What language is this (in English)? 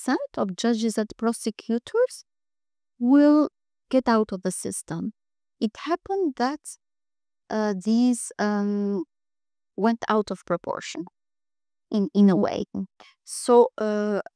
English